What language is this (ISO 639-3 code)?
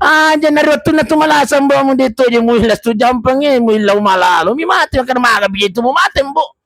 bug